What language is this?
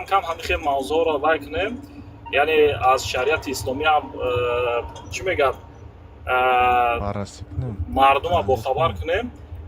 Tajik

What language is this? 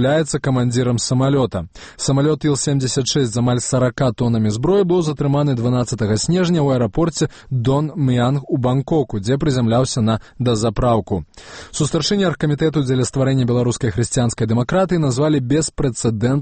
Belarusian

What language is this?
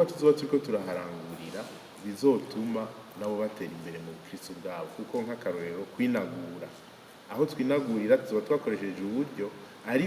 Rundi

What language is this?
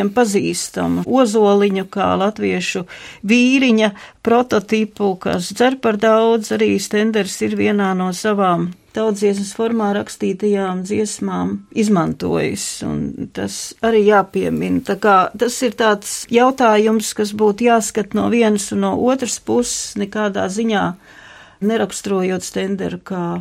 Latvian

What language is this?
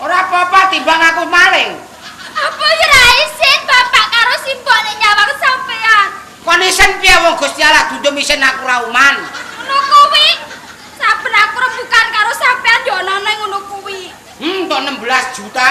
Javanese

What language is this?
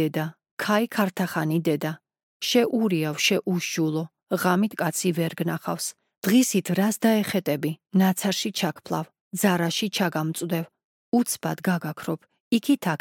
Georgian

